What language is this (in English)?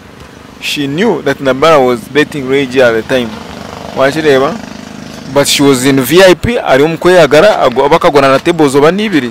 Nyankole